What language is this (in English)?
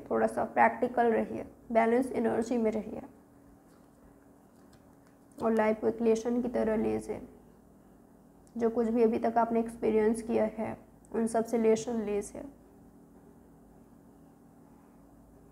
Hindi